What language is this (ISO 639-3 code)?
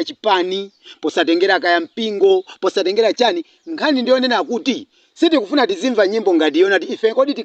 nya